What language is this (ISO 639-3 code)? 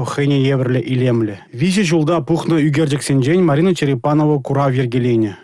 chv